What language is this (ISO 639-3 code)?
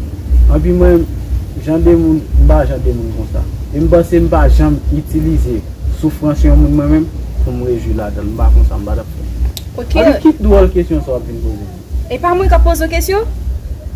hat